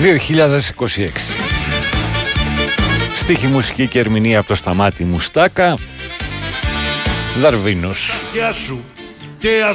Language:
Greek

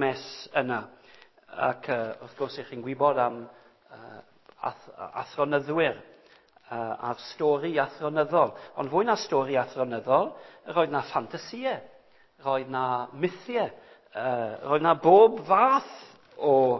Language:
Welsh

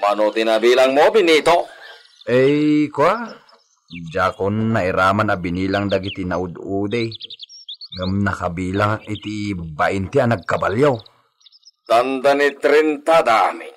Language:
Iloko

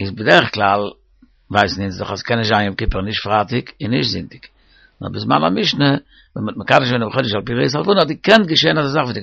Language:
Yiddish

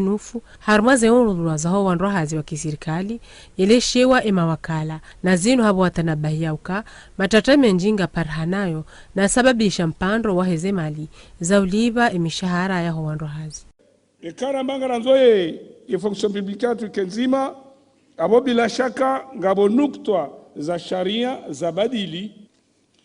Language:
Ngazidja Comorian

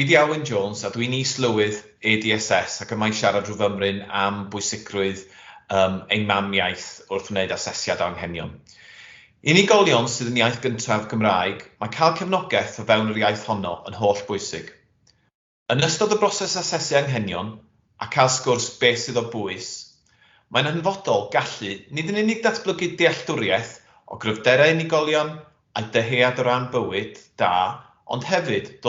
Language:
Welsh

